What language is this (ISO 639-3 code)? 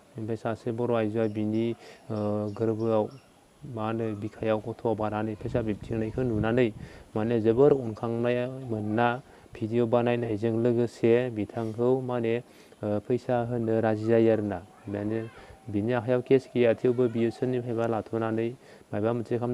brx